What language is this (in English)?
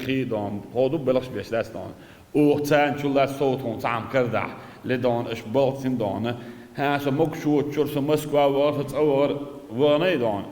Chechen